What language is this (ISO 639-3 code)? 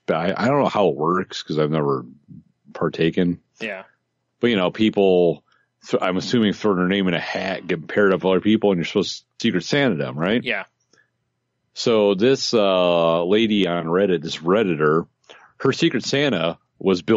eng